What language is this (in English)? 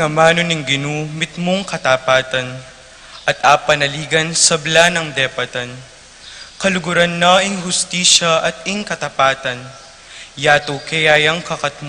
Pampanga